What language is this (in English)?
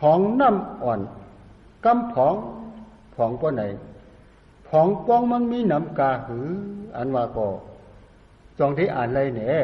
Shan